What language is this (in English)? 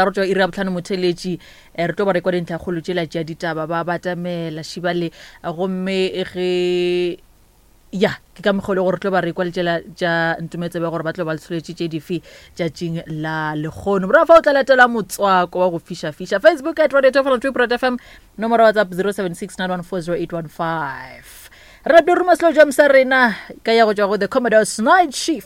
Northern Sotho